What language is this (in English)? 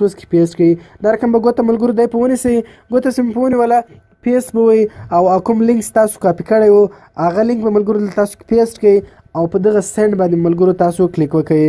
Pashto